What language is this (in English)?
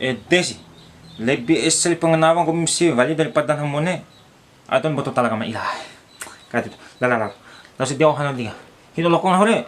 Bima